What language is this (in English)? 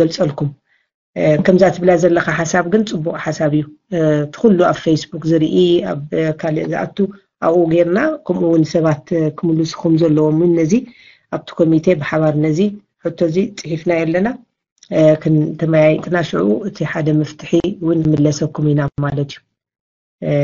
Tigrinya